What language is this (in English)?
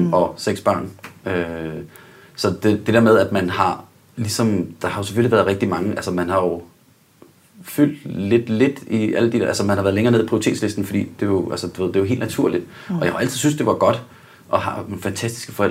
Danish